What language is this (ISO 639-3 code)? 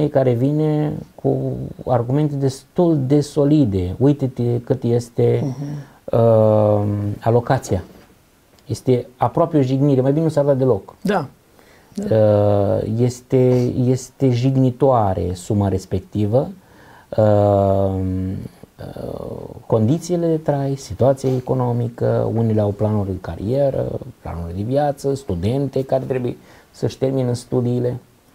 ron